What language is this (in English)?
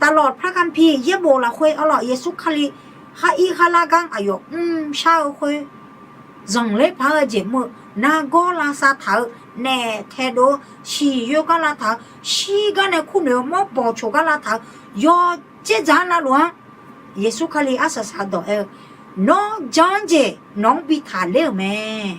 Akha